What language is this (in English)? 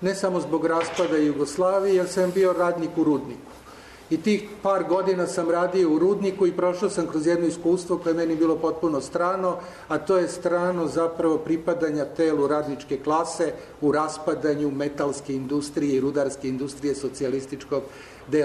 Serbian